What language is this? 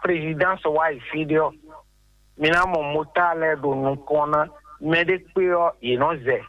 Fon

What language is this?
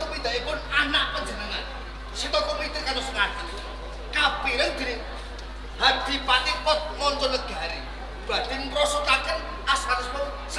Javanese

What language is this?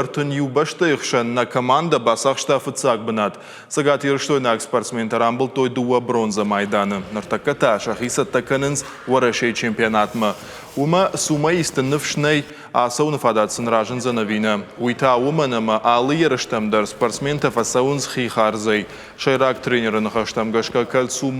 Ossetic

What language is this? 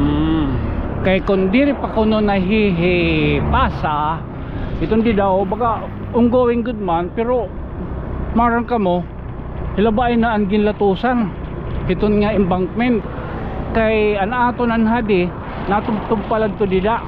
Waray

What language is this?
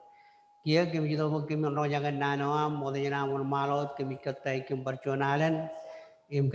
Marshallese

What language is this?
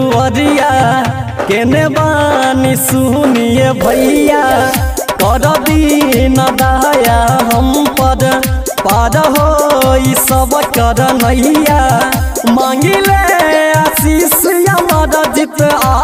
Bhojpuri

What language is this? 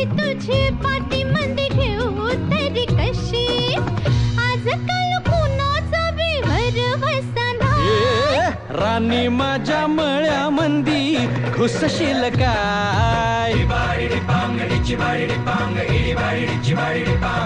Marathi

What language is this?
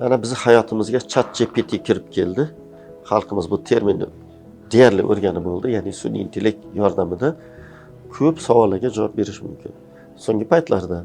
Uzbek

